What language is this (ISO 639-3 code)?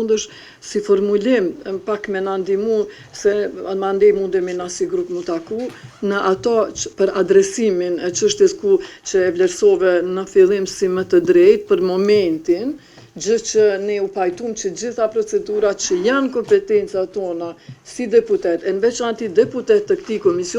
sqi